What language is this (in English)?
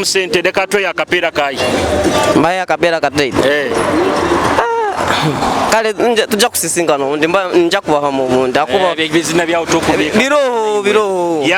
Nyoro